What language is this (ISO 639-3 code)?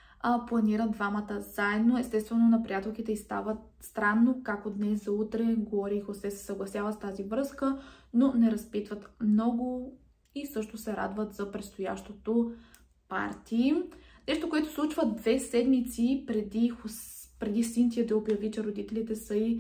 bul